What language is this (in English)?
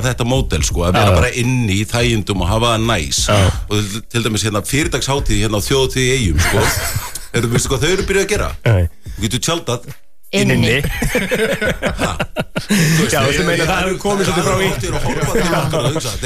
Icelandic